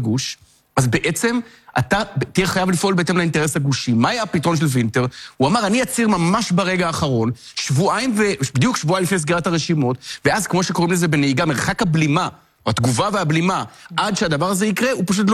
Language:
Hebrew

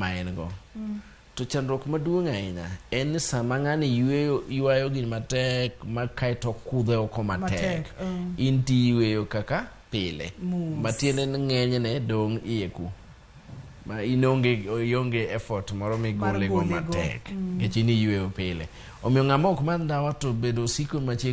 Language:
Luo (Kenya and Tanzania)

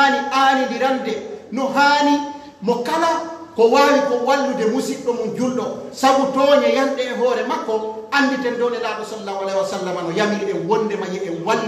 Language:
Pular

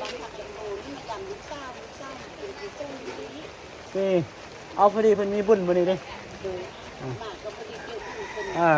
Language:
Northeastern Thai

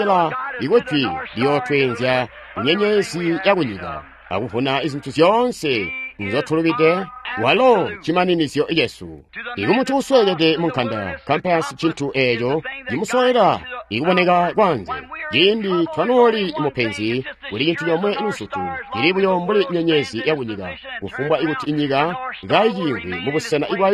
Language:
Tonga (Zambia)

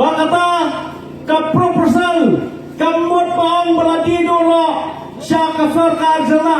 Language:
Khasi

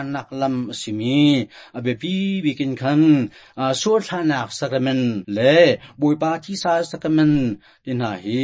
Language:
Hakha Chin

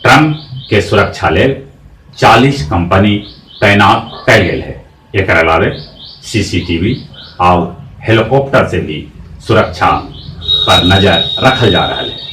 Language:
Magahi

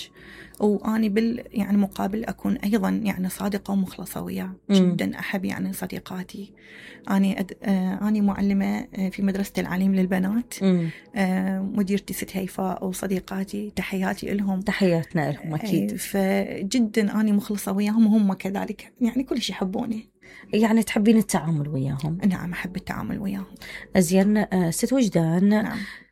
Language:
Mesopotamian Arabic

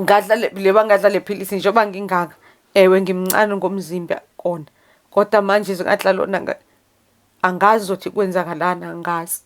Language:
Zulu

